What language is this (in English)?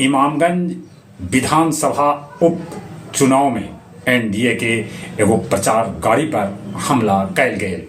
Magahi